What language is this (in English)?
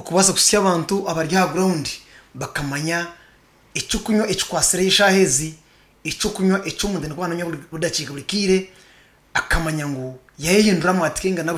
Nyankole